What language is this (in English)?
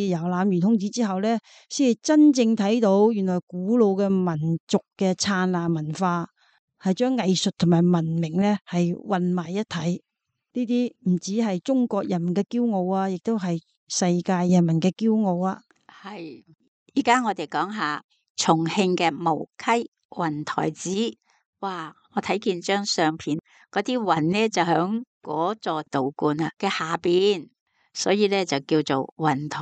Cantonese